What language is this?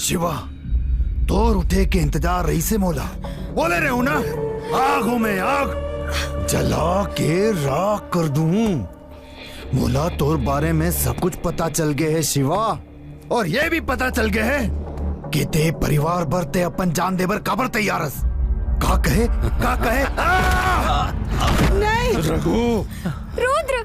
Chhattisgarhi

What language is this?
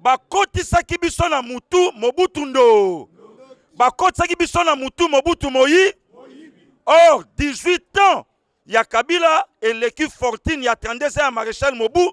Lingala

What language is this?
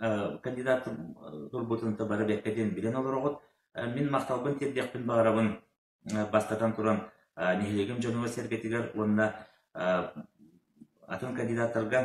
Yakut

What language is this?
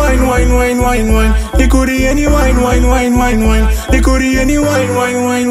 Punjabi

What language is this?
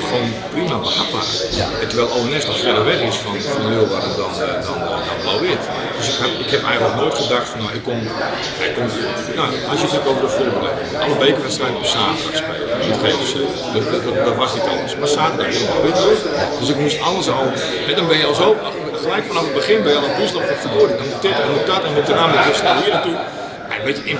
Dutch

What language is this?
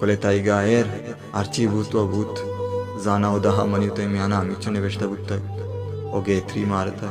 Baluchi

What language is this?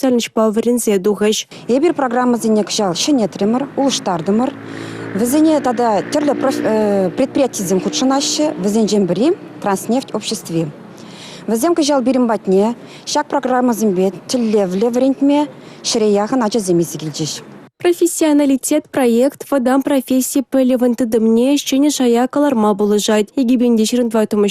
Chuvash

